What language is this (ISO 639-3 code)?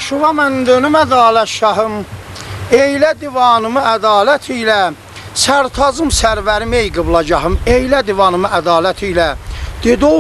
azb